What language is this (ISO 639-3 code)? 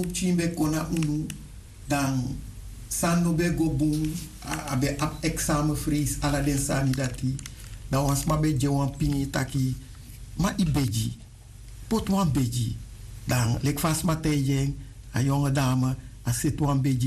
srn